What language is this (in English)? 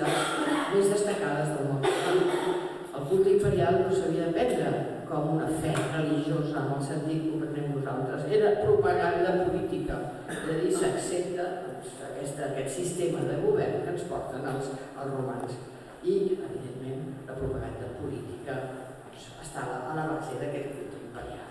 Catalan